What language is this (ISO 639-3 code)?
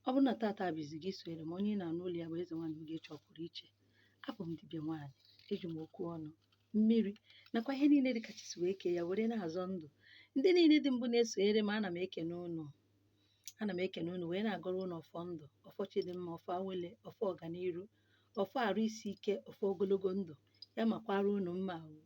ibo